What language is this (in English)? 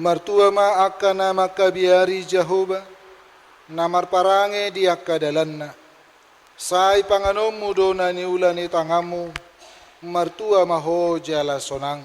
Batak Toba